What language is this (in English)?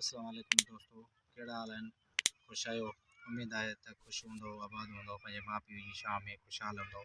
Sindhi